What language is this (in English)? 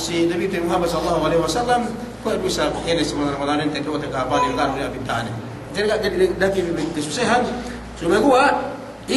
Yakan